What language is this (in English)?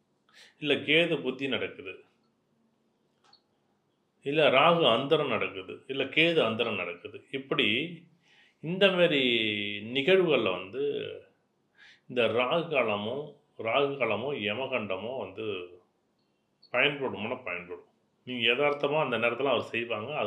Tamil